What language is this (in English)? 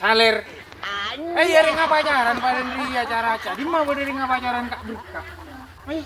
Madurese